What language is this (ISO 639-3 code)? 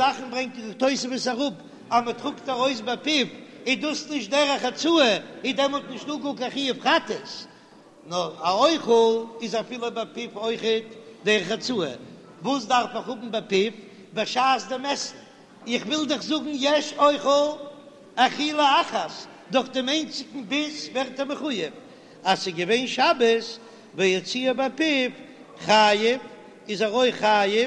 yid